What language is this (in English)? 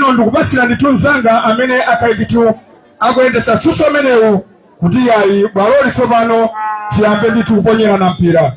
Nyanja